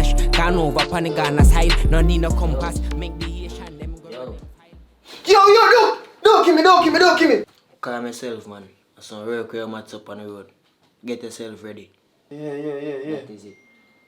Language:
Jamaican Creole English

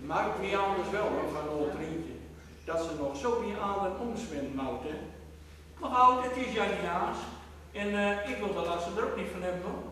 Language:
Gronings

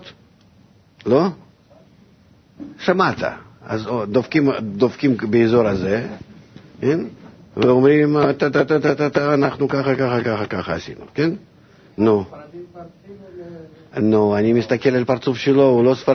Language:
Hebrew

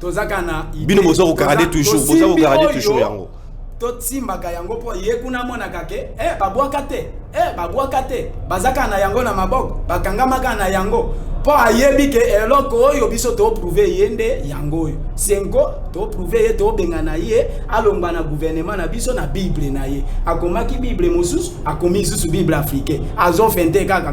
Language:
Lingala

